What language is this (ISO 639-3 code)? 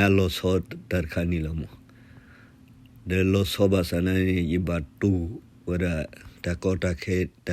ksw